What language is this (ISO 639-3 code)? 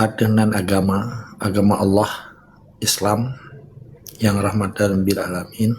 ace